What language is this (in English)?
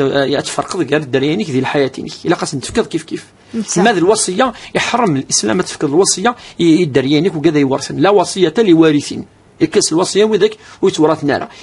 Kabyle